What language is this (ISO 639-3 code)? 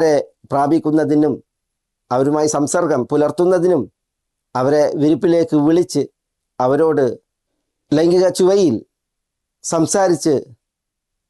mal